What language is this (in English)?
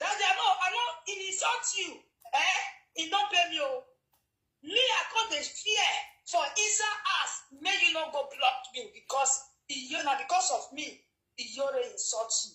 Nigerian Pidgin